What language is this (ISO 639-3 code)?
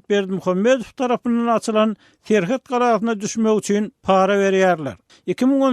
tuk